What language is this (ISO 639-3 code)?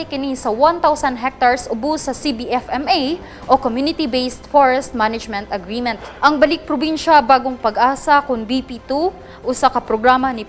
ceb